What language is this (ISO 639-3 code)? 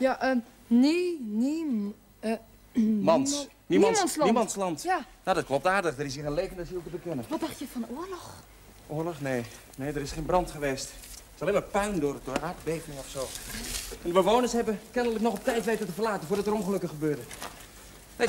nld